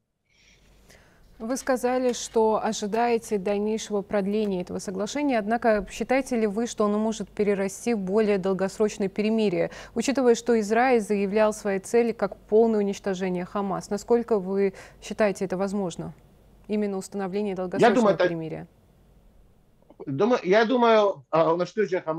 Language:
Russian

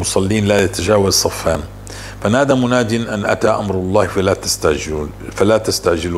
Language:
North Levantine Arabic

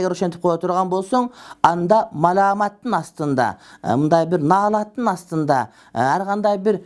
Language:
Kyrgyz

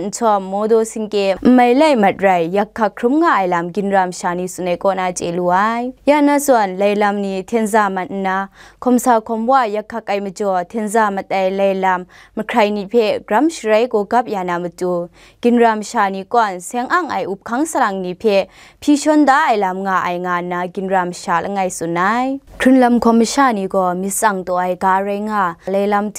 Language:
Kachin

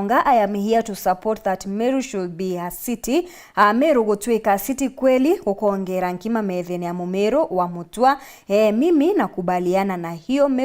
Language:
Meru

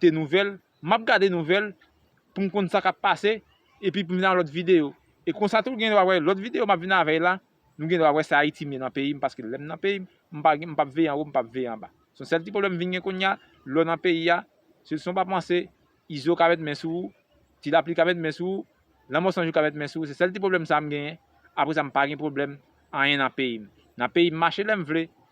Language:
Haitian Creole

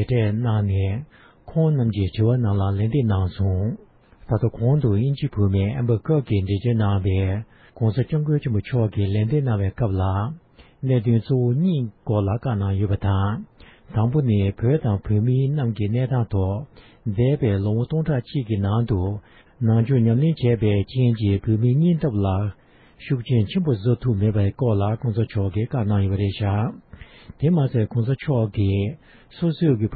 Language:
Tibetan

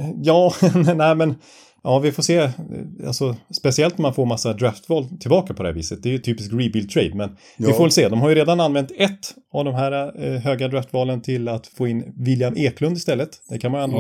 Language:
Swedish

